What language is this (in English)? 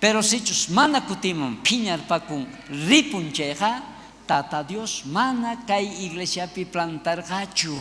South Bolivian Quechua